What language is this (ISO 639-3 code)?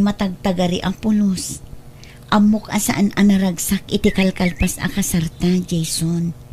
ilo